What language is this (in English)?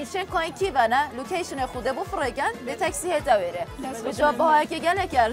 Kurdish